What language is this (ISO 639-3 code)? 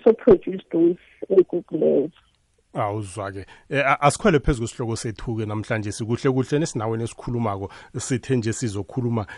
nbl